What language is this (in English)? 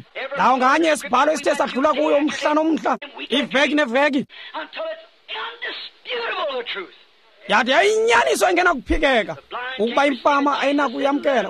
Xhosa